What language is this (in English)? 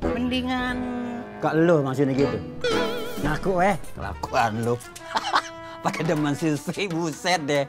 Betawi